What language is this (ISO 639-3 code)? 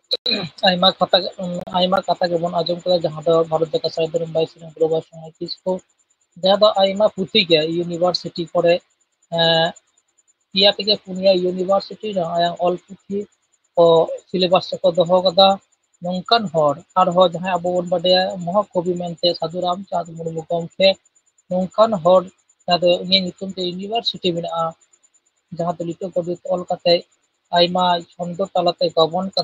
sat